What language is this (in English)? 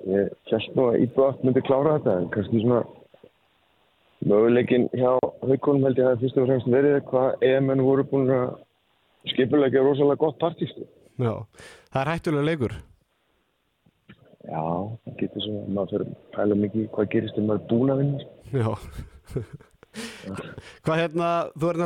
Icelandic